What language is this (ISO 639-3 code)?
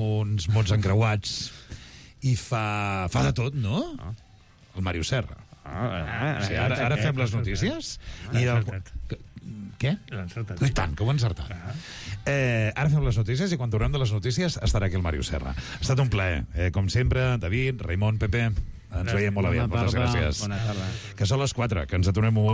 cat